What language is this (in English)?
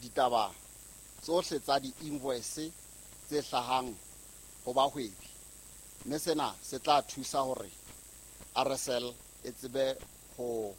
Southern Sotho